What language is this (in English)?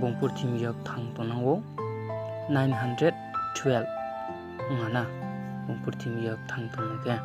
Riang (India)